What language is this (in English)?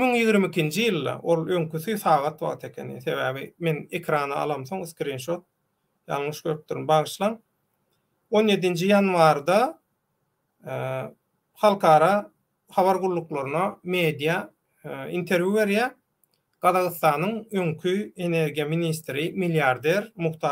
Turkmen